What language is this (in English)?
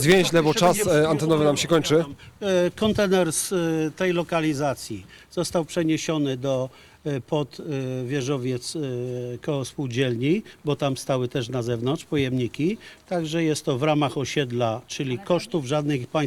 Polish